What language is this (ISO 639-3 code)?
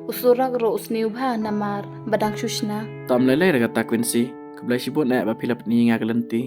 kha